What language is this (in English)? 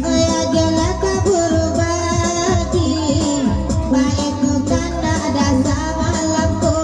Minangkabau